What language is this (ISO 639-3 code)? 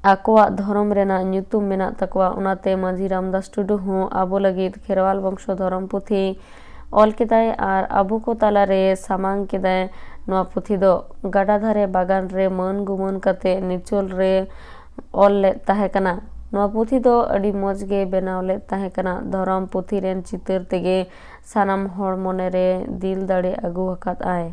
sat